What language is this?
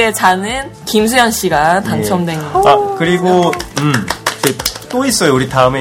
Korean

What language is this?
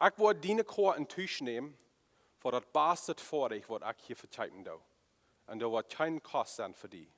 Plautdietsch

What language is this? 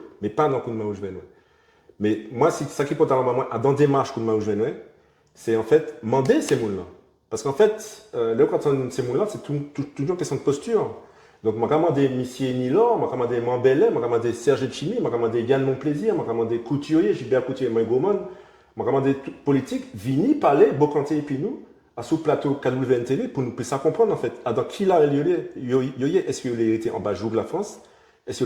Guadeloupean Creole French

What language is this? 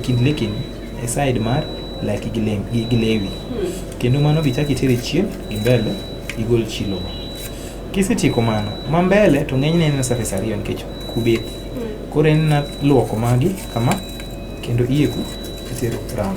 Luo (Kenya and Tanzania)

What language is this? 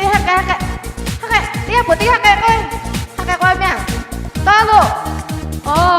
Lahu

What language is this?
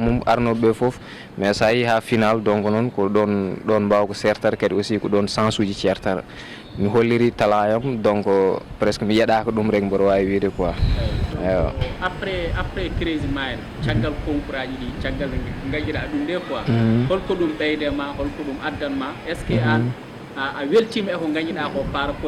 Fula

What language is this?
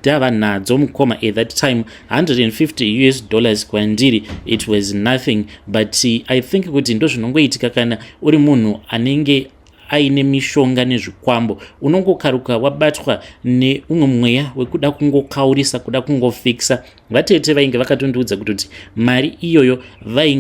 Shona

